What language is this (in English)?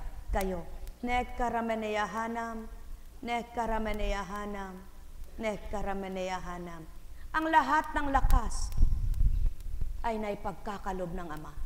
Filipino